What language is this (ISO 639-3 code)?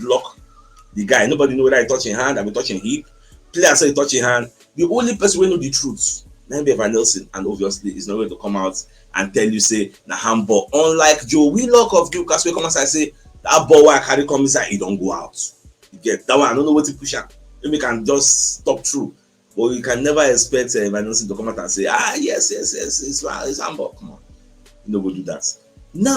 pcm